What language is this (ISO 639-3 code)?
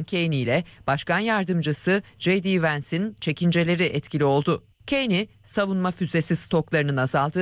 tur